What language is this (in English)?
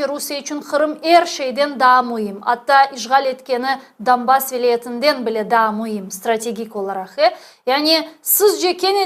Crimean Tatar